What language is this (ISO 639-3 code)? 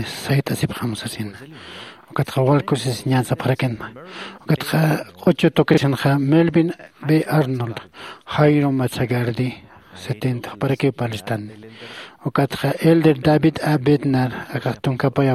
aym